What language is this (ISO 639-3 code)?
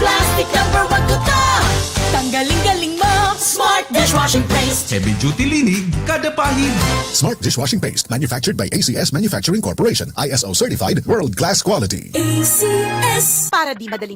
bik